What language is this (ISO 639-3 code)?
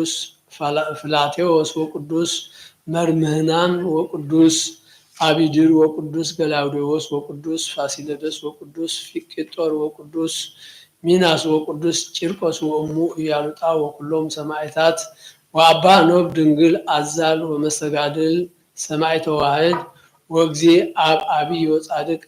gez